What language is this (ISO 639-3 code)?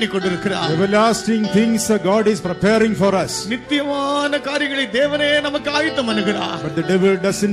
tam